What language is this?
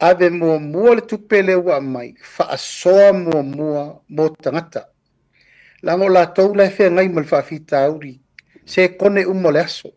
Samoan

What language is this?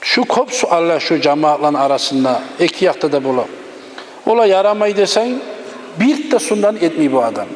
Kumyk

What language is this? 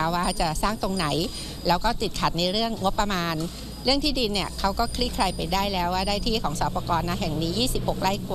Thai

